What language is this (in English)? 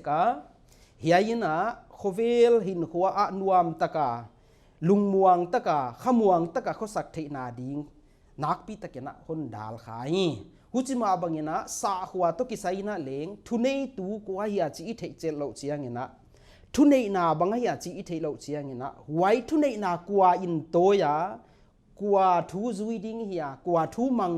Paite Chin